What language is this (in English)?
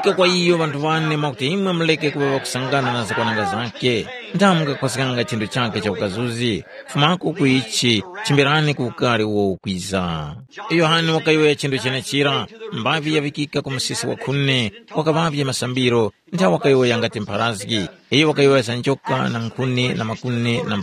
Tumbuka